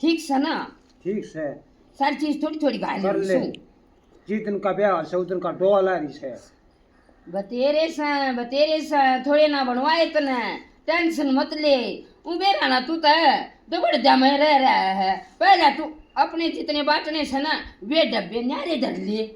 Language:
Haryanvi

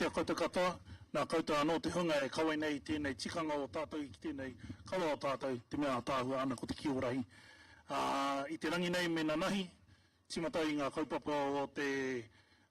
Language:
Māori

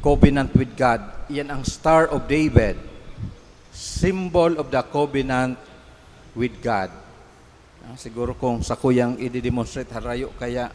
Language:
Bikol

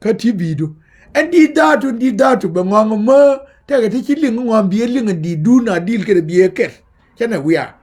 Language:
Nuer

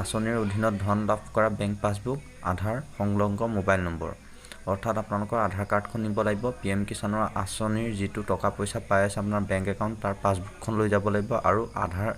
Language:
Assamese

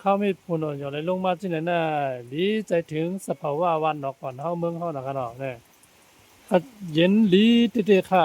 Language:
Shan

